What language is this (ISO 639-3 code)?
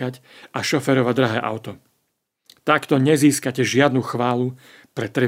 slk